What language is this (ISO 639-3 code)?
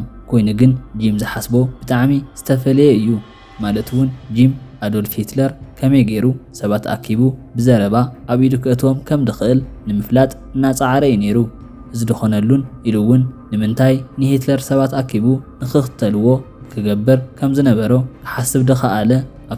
tir